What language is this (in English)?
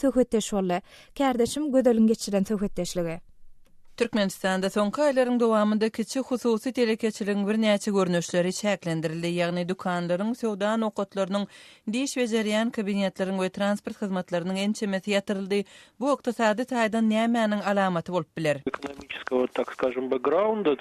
Turkmen